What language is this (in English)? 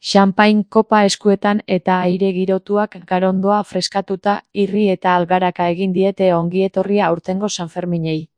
Basque